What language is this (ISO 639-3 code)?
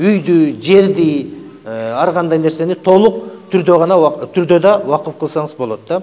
kir